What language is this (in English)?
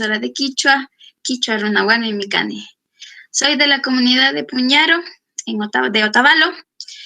Chimborazo Highland Quichua